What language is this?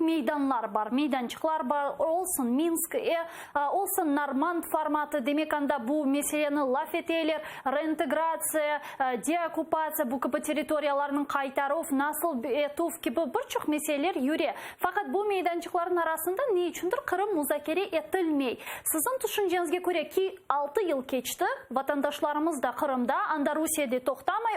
Crimean Tatar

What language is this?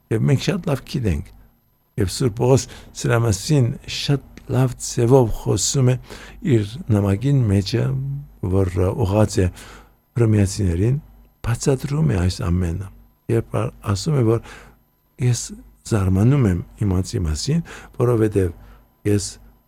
Armenian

